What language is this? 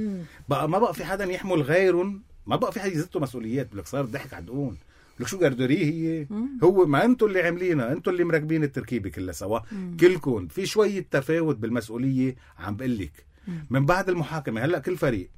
North Levantine Arabic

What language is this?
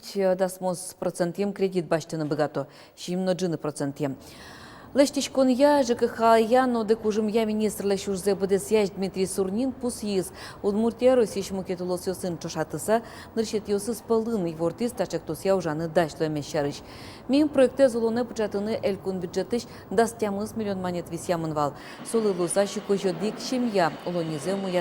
Udmurt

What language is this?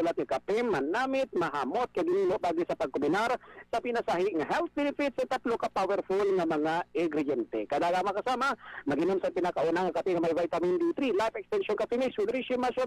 Hiligaynon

